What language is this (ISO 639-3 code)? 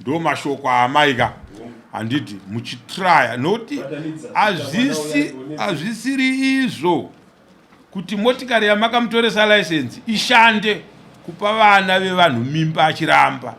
sna